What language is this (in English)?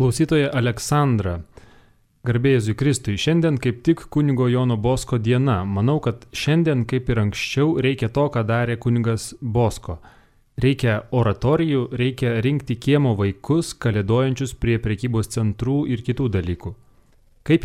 Lithuanian